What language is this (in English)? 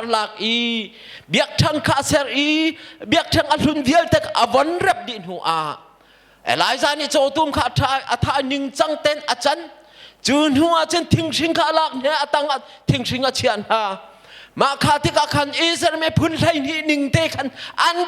Hakha Chin